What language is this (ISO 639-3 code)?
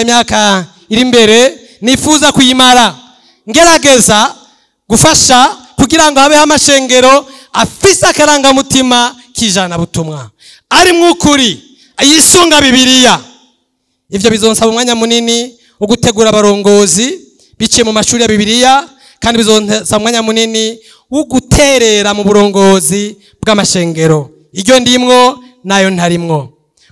run